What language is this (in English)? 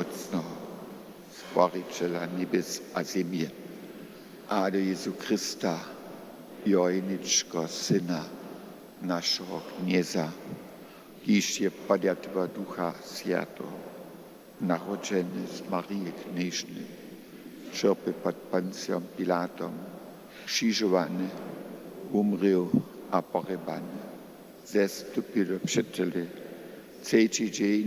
Upper Sorbian